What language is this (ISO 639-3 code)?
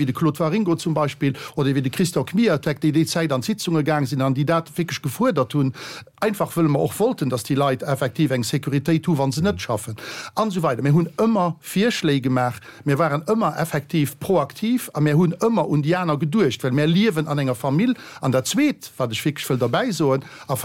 ltz